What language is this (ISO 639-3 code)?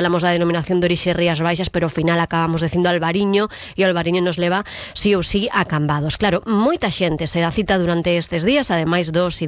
glg